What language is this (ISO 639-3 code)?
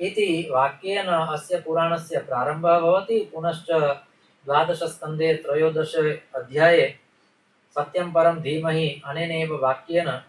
san